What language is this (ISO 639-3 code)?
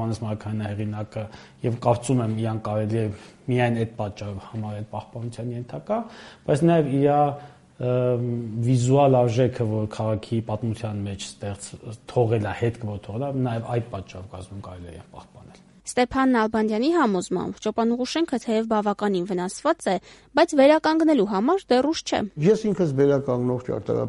hye